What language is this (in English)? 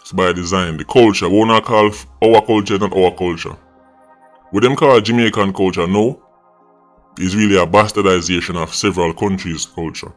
Jamaican Creole English